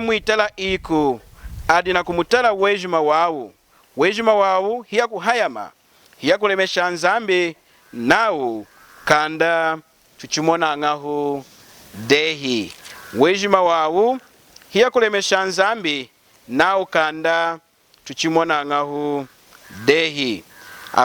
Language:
Lunda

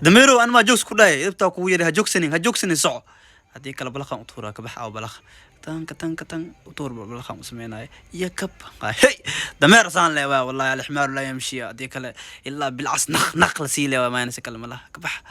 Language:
Somali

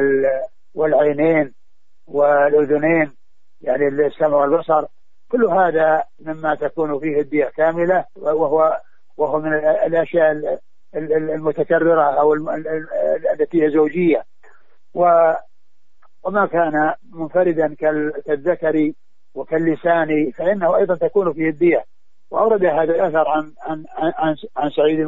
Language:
Arabic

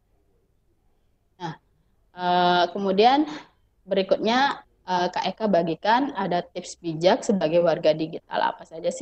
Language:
Indonesian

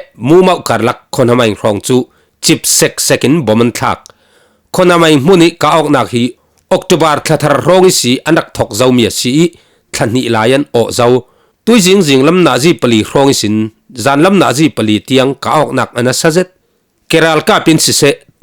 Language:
Falam Chin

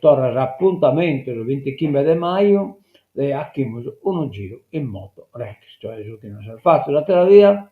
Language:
Sardinian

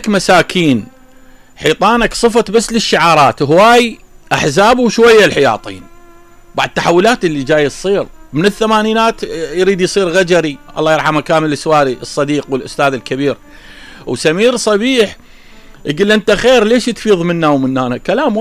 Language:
Mesopotamian Arabic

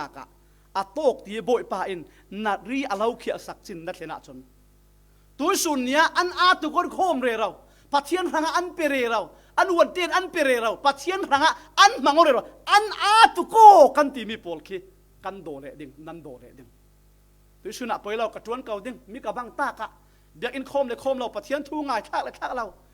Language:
Falam Chin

